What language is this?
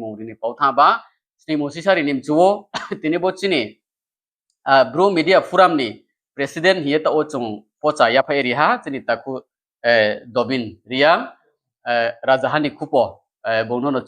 Riang (India)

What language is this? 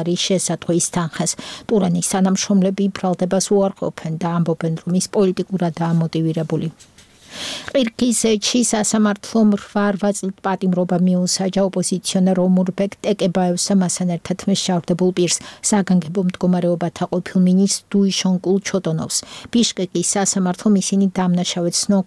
Georgian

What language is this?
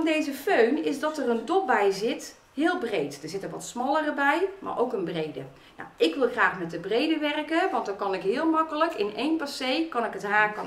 Dutch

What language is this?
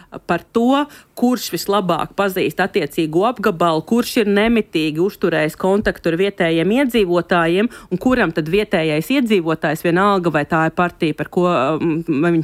Latvian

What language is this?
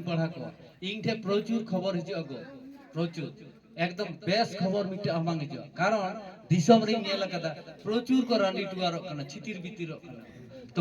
Santali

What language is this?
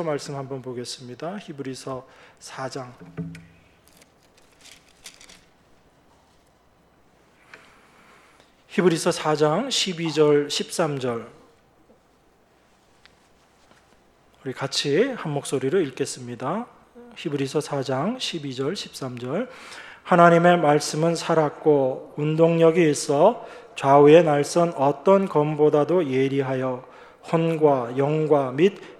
Korean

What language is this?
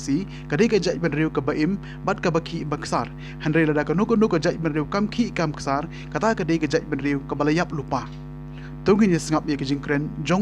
Khasi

